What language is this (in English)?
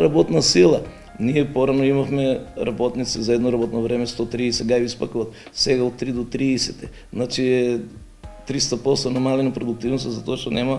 Macedonian